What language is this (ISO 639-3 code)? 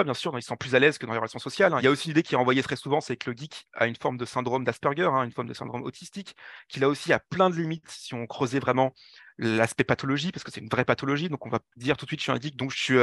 fra